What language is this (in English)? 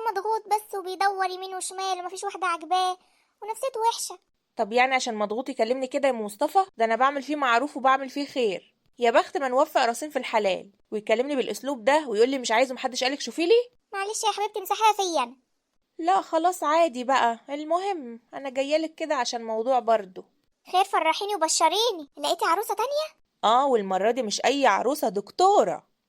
Egyptian Arabic